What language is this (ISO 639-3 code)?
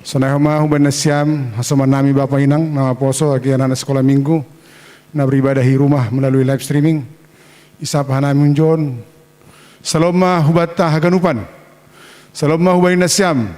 bts